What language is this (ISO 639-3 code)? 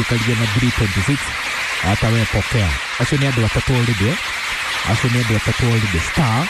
kik